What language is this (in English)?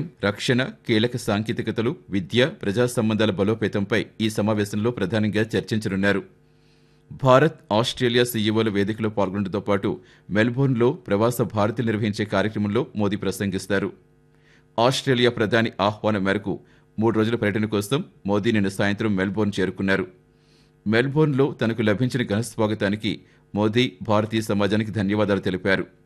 Telugu